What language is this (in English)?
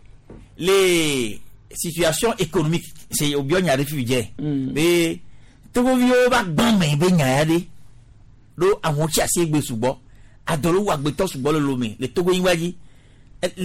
Gen